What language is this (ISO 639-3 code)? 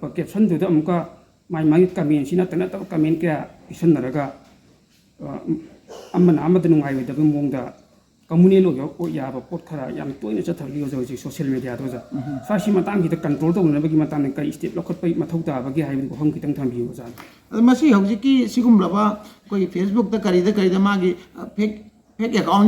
mni